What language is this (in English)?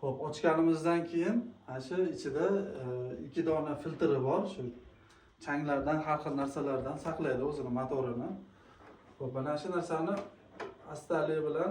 Uzbek